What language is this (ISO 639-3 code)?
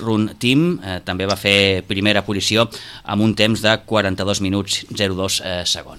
cat